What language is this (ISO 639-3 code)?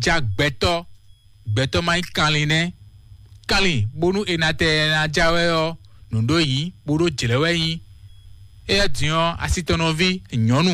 fon